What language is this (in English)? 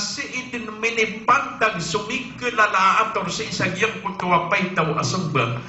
Maranao